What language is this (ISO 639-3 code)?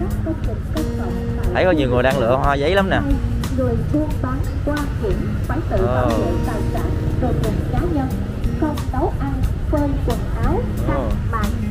vie